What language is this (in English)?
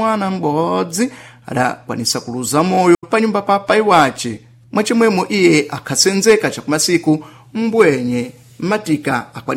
Sena